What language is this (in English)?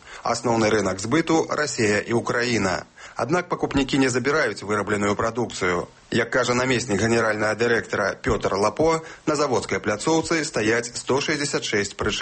Belarusian